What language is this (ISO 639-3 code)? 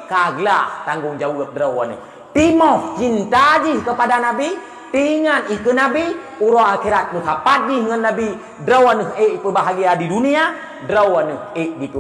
ace